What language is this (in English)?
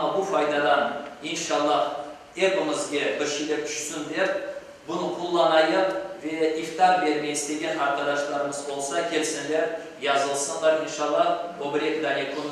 Crimean Tatar